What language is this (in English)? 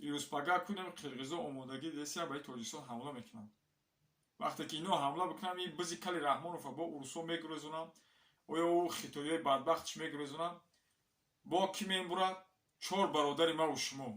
Tajik